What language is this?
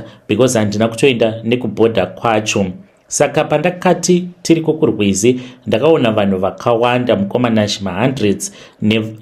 Shona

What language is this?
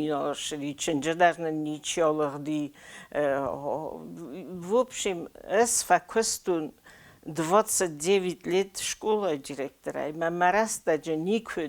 Ossetic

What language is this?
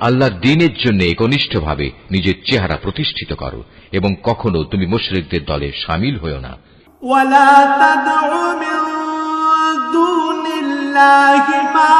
Bangla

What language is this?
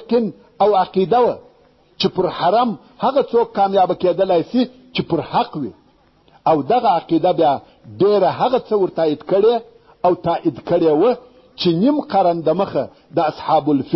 Pashto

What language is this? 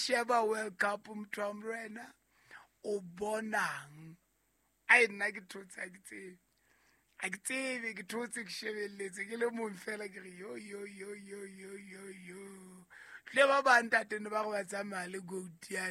Southern Sotho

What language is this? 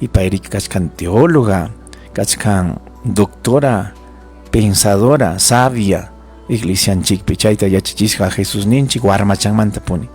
Ayacucho Quechua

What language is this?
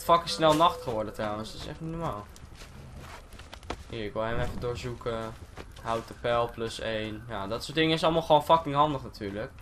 Dutch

